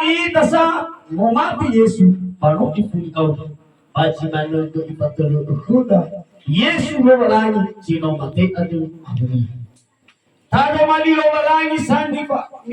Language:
Nias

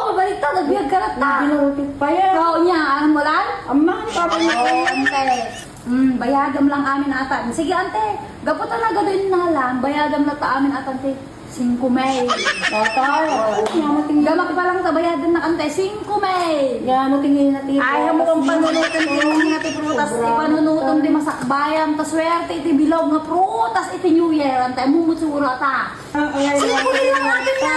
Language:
Iloko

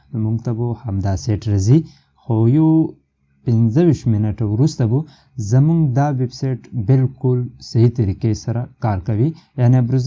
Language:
Pashto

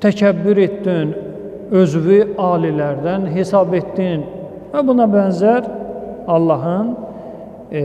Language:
Azerbaijani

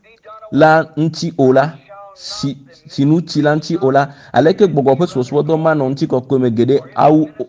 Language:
Ewe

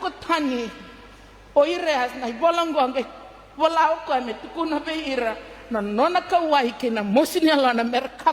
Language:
Fijian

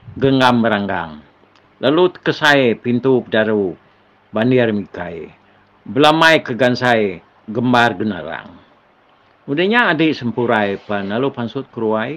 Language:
Iban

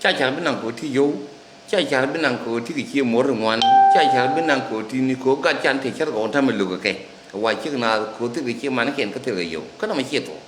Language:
Nuer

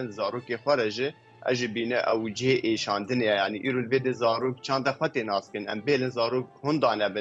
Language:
Kurdish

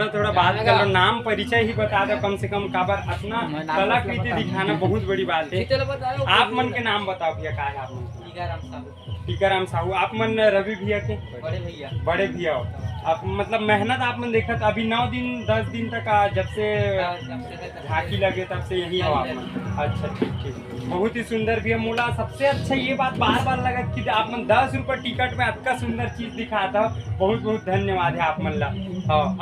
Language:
Chhattisgarhi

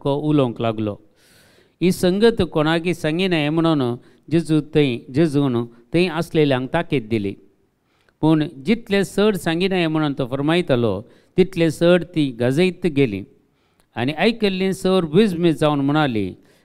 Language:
Konkani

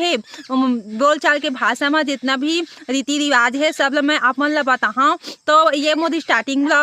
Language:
Chhattisgarhi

